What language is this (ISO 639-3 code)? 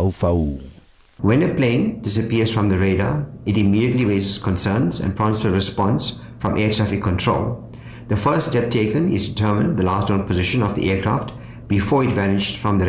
tsn